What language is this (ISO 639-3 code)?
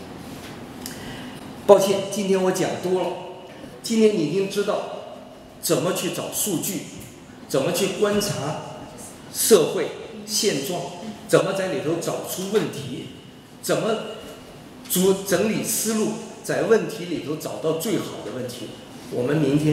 zho